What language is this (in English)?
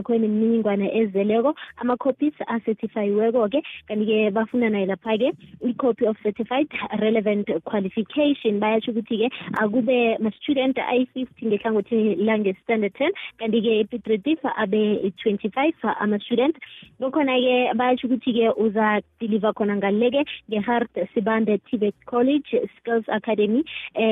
South Ndebele